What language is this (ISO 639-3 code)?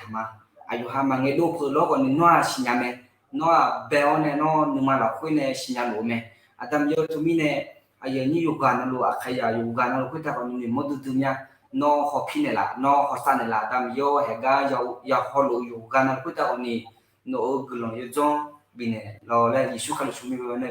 ahk